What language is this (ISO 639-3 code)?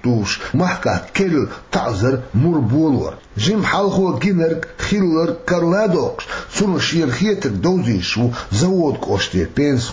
che